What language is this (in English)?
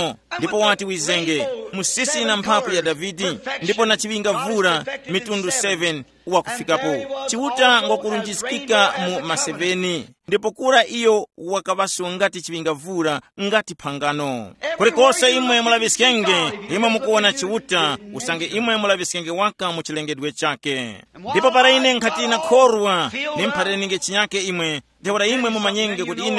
Tumbuka